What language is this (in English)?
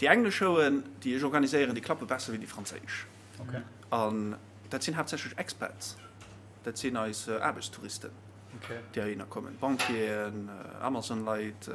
Luxembourgish